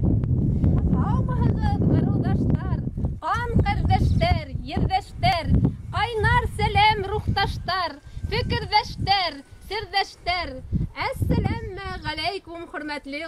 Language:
Bashkir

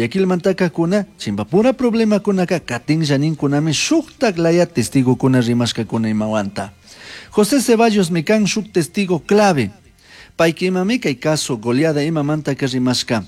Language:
Chimborazo Highland Quichua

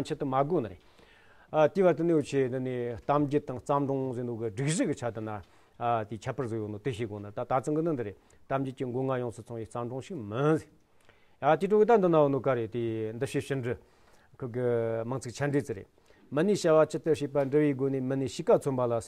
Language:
Amdo Tibetan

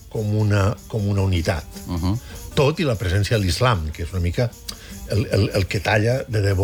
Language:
Catalan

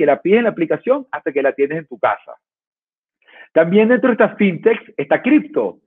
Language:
Spanish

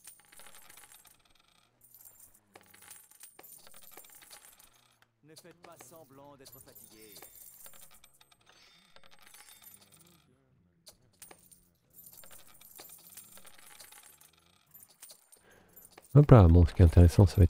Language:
French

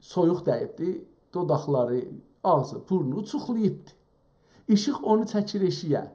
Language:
South Azerbaijani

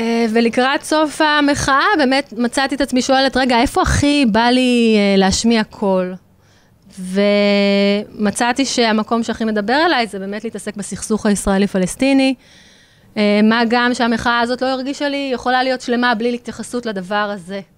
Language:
Hebrew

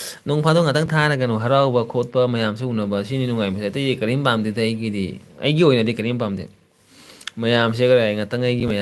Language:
Manipuri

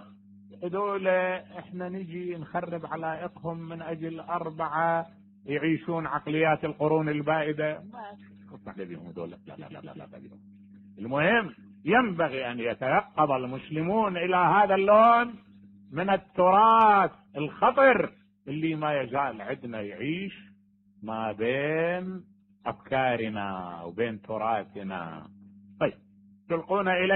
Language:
Mesopotamian Arabic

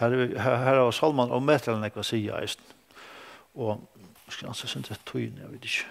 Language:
Faroese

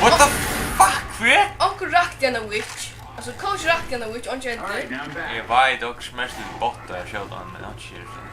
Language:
Faroese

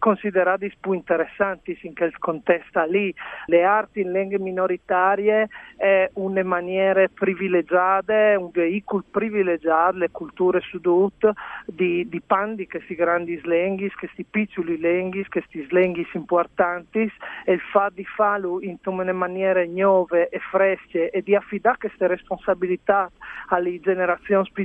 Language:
Friulian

